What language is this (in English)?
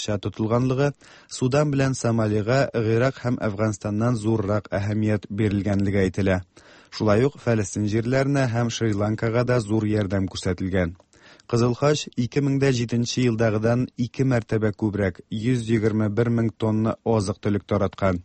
Tatar